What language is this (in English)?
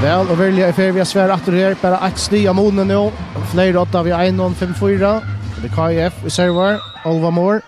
Faroese